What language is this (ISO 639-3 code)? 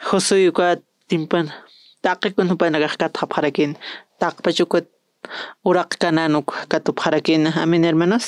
aym